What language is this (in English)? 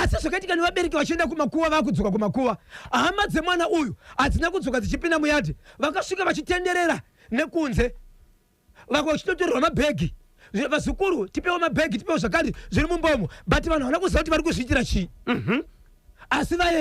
Shona